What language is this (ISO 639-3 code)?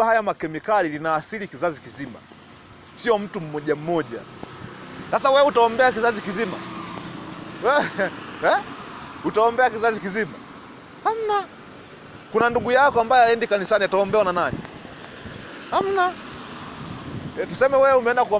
swa